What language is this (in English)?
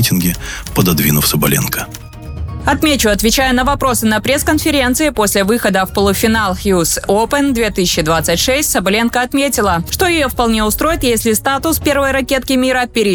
Russian